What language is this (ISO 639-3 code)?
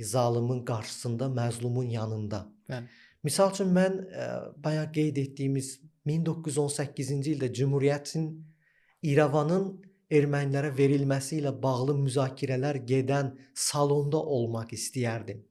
aze